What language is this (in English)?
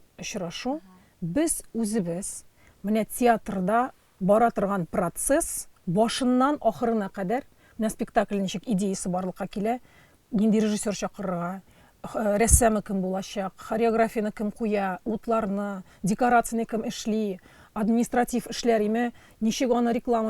Tatar